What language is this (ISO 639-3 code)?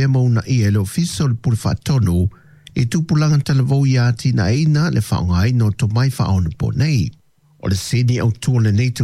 smo